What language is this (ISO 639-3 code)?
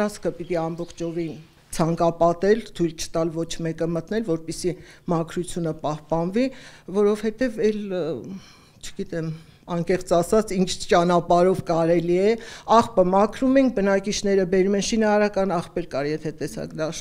hye